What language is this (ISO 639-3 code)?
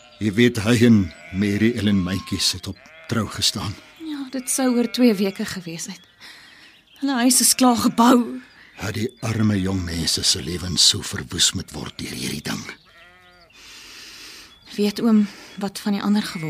afr